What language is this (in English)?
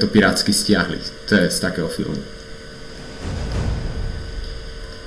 Slovak